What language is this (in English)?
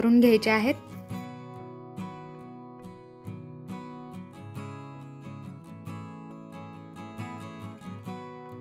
Marathi